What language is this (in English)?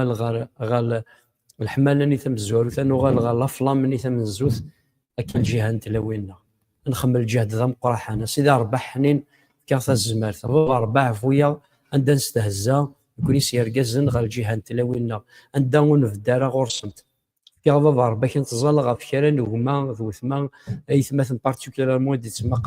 Kabyle